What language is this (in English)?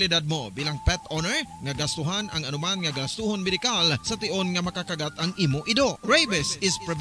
Hiligaynon